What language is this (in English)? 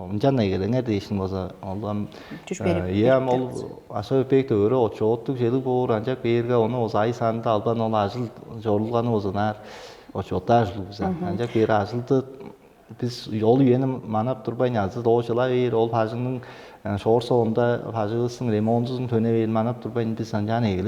Tuvinian